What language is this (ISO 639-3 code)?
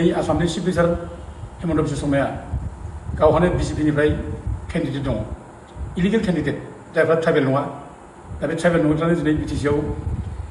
brx